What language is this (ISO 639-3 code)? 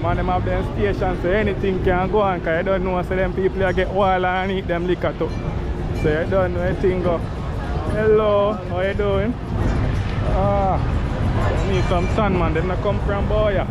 jam